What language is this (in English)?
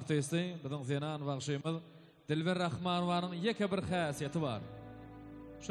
Turkmen